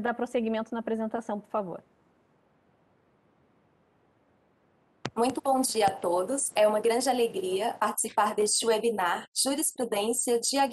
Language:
Portuguese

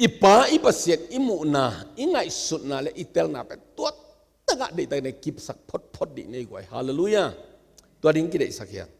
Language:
Tedim Chin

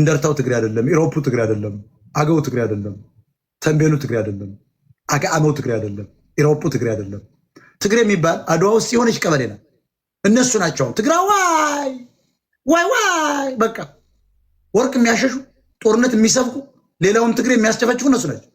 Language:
Amharic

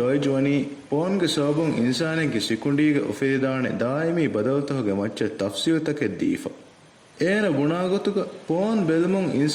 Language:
Divehi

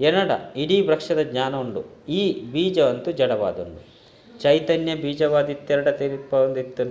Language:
Tulu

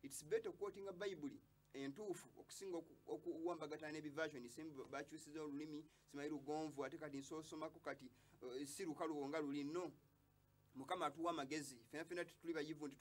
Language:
Ganda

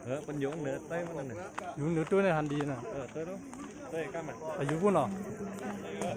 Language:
Shan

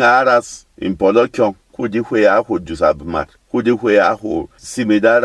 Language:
Berom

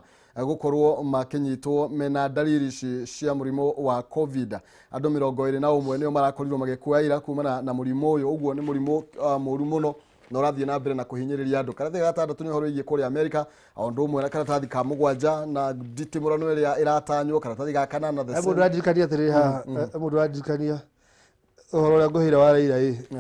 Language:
Kikuyu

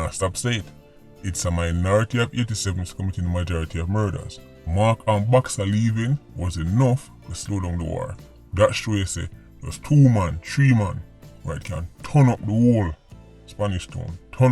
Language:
Jamaican Creole English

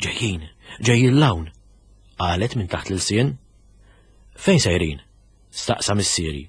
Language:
Maltese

